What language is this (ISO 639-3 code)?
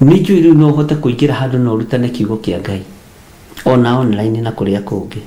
kik